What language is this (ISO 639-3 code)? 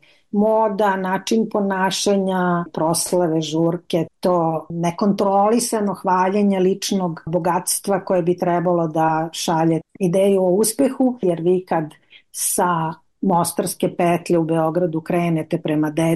srp